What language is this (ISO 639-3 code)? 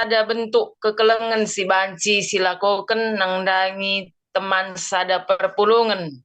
btx